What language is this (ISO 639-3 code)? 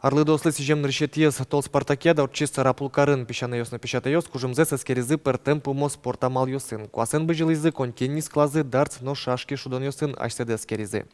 udm